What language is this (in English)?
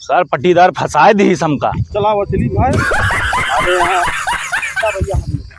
Awadhi